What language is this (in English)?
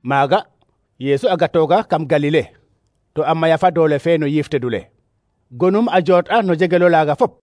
Serer